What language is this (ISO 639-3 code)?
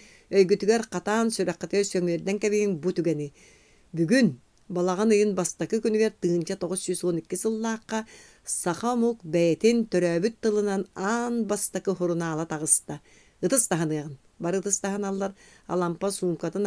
sah